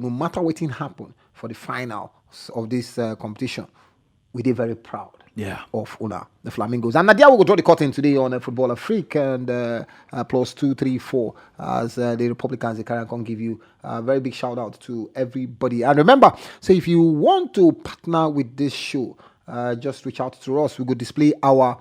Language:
Nigerian Pidgin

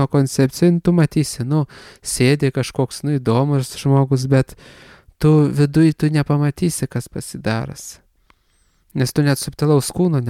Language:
Lithuanian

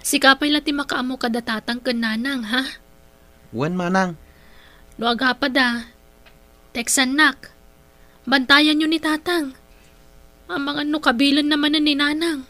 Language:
Iloko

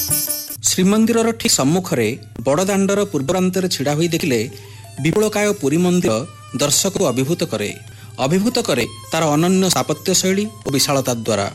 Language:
Odia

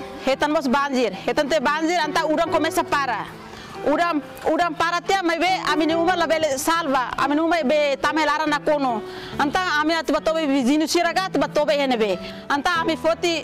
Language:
Tetum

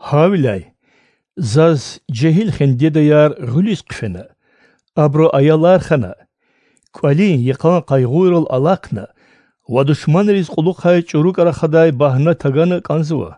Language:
Lezghian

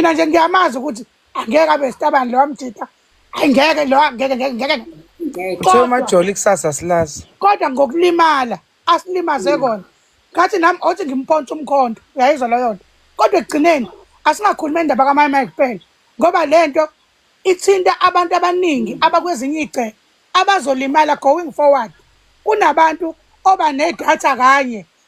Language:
Zulu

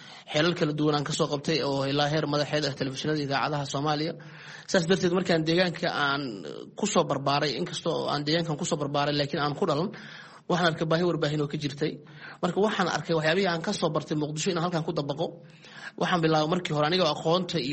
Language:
Somali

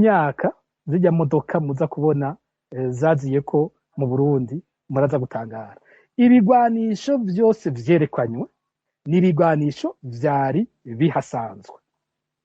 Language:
Rundi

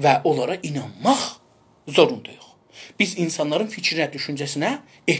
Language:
South Azerbaijani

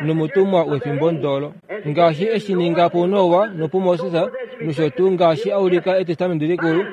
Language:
Kuanyama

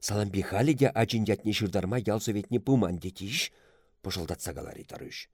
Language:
Chuvash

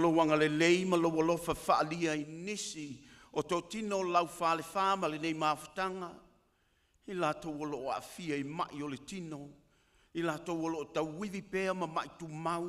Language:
Samoan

